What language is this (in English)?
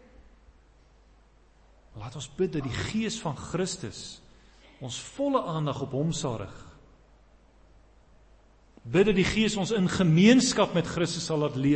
Afrikaans